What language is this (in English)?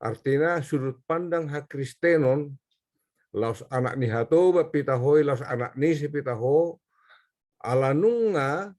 Batak Toba